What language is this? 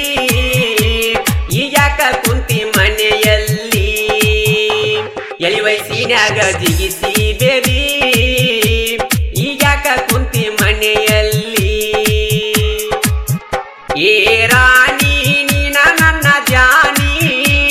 Kannada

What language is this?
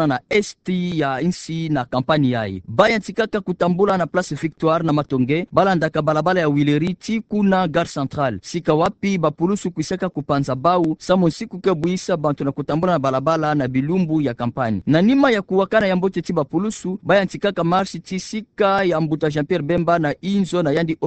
Kituba (Democratic Republic of Congo)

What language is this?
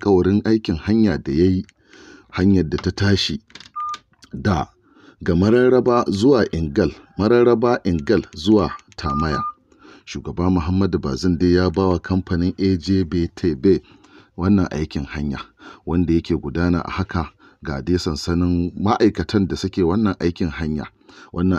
Hausa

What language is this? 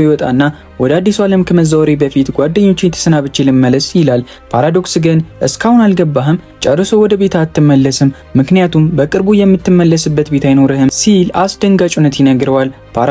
Amharic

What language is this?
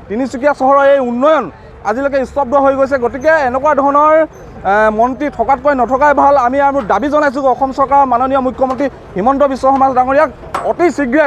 Assamese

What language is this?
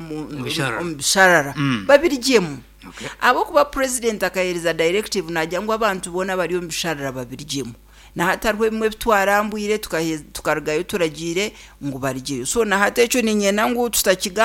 Nyankole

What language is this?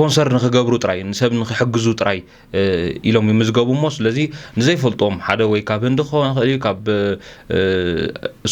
Tigrinya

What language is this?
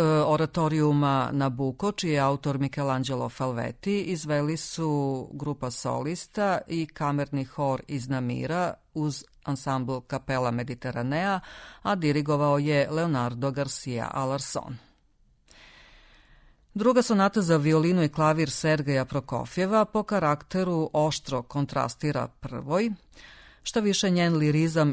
Serbian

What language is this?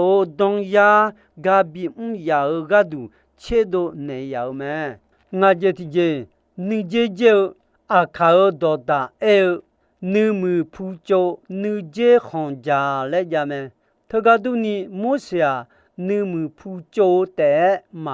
Akha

